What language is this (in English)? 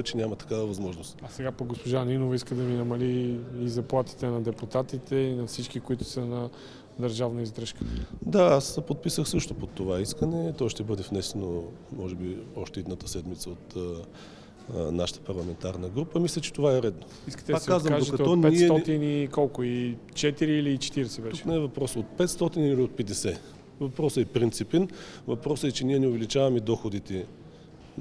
Bulgarian